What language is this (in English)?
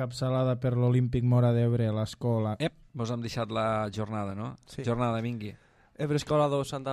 Catalan